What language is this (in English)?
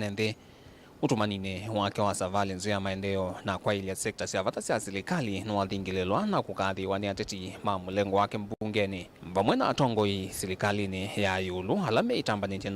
Kamba